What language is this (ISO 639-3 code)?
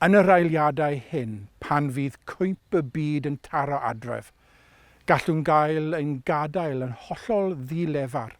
cym